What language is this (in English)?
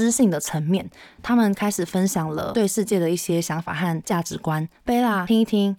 Chinese